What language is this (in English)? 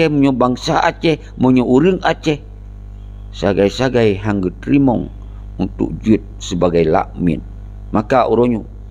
Achinese